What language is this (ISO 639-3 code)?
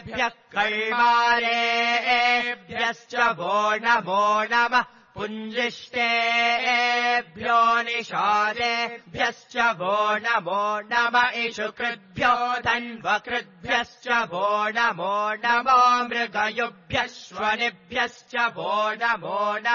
san